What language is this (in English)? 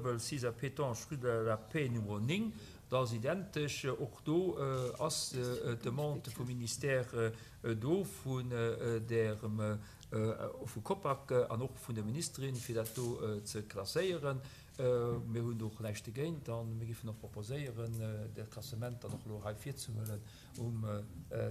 Luxembourgish